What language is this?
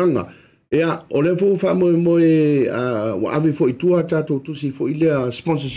Samoan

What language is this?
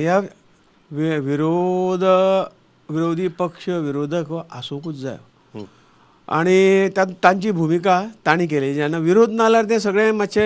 Konkani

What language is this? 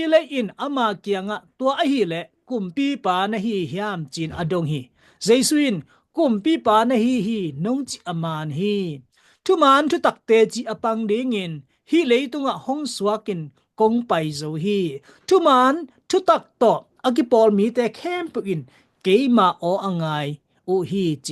Tedim Chin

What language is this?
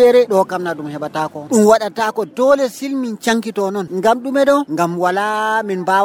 Nigerian Fulfulde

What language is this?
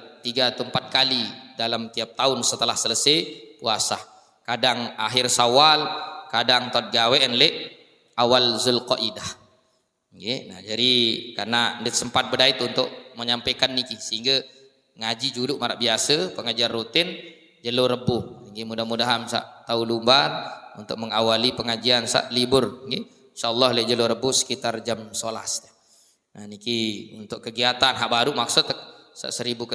Sasak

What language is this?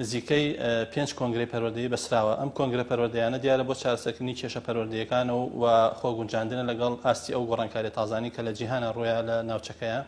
Central Kurdish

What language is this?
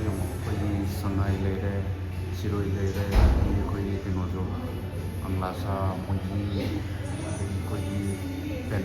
Manipuri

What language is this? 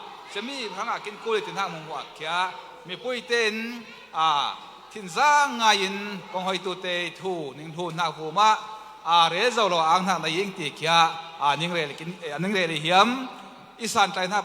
Falam Chin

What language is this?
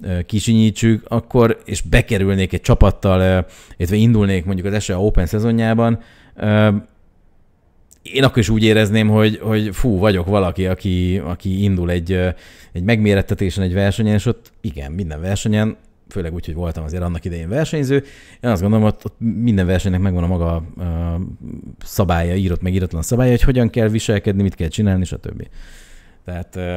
Hungarian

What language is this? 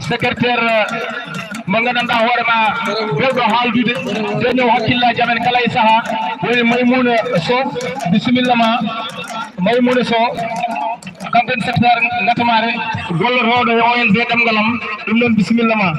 Fula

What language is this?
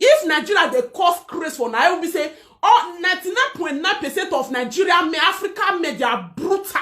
Nigerian Pidgin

